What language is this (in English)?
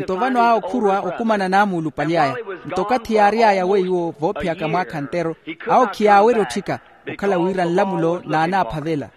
Makhuwa